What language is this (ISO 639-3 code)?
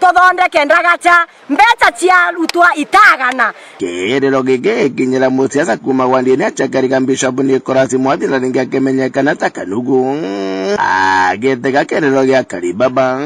mer